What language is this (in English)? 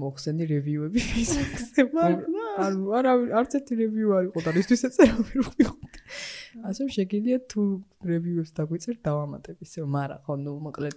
Georgian